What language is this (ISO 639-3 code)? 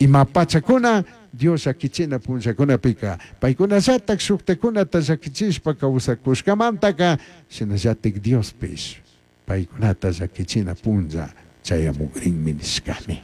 qug